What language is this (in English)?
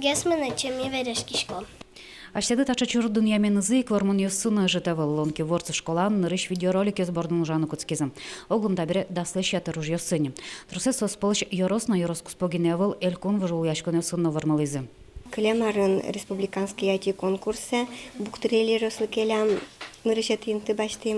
Udmurt